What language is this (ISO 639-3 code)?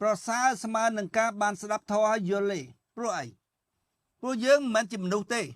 khm